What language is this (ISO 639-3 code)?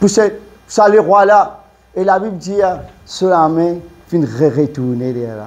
mfe